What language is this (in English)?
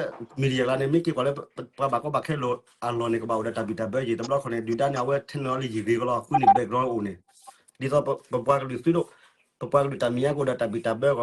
S'gaw Karen